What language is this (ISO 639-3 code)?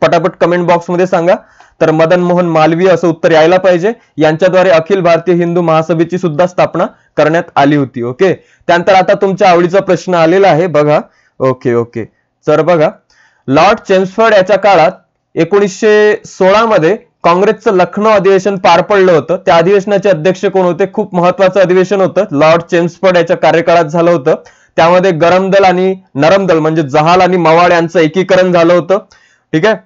mar